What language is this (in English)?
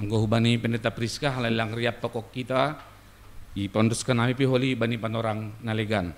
Batak Simalungun